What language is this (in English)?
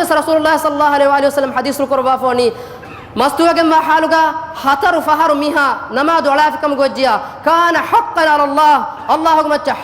Divehi